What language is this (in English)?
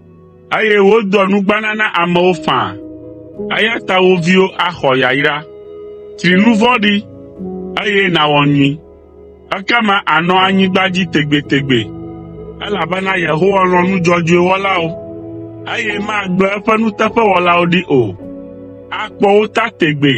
Ewe